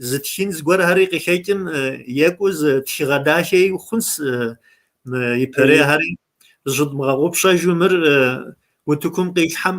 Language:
Kabardian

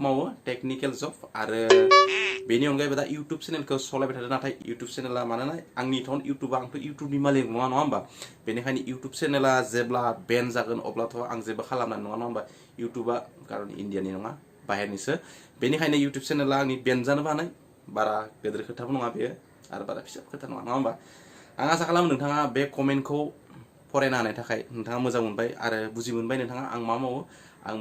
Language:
Bodo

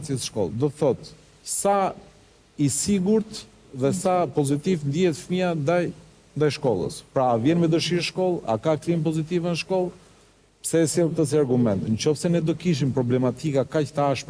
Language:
Albanian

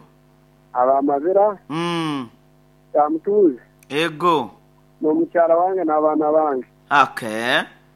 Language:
Nyoro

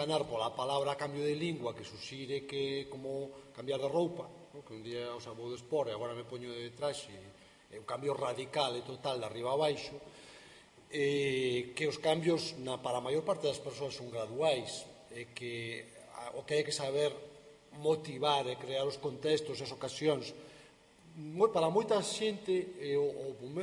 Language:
Galician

